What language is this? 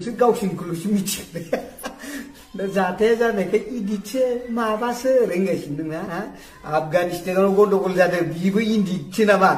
Bodo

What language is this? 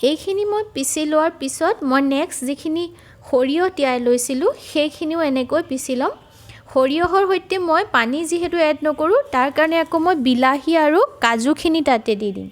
Assamese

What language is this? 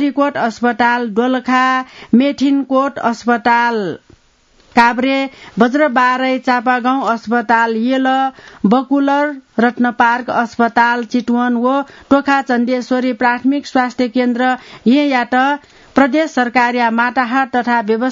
Newari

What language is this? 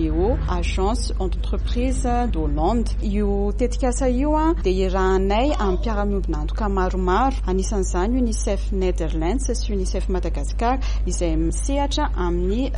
Malagasy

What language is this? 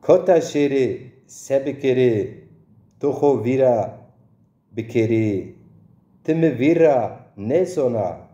Zaza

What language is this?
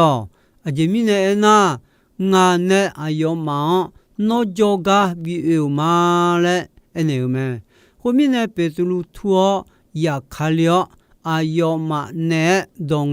Akha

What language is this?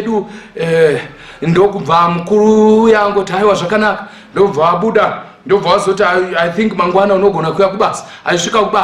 Shona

